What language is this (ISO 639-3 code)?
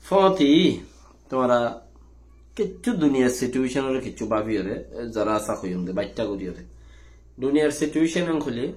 rhg